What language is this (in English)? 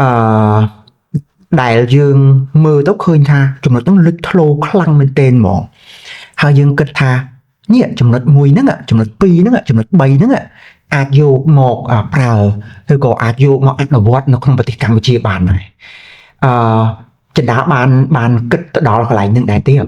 Khmer